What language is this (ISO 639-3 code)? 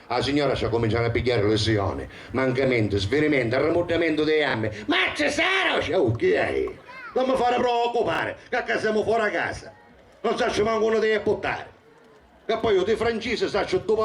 scn